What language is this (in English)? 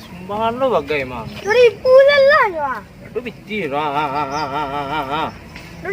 Minangkabau